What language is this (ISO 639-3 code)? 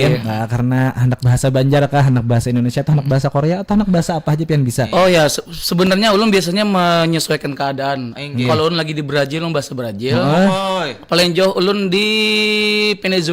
bjn